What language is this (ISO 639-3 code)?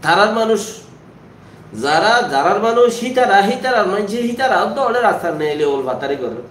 rhg